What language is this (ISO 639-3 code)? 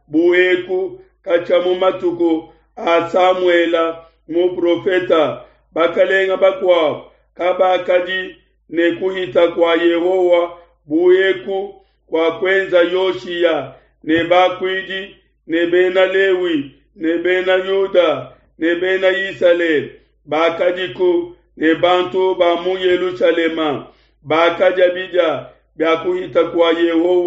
lua